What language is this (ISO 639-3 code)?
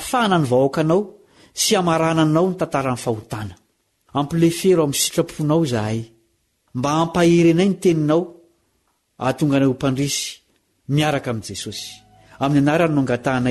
mlg